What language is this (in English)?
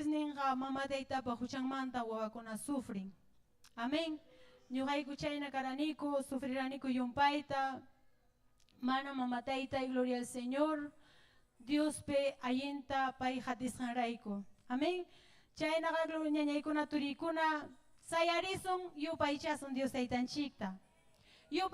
Ayacucho Quechua